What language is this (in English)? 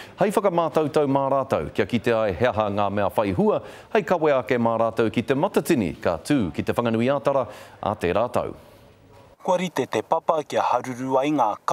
Māori